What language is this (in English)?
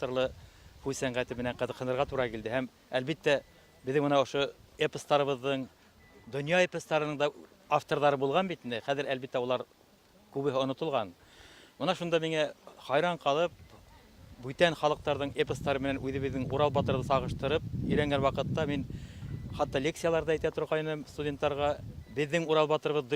Bashkir